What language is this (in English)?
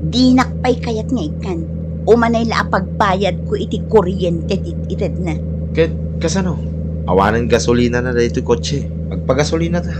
Iloko